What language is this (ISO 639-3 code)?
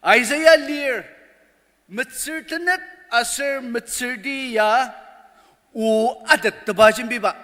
njo